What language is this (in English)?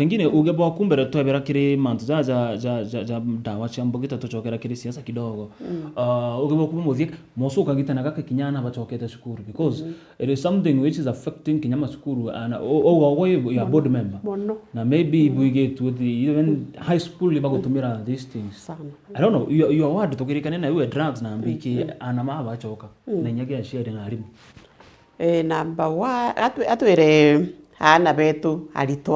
Meru